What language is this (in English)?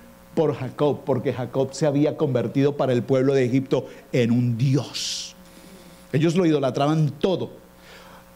Spanish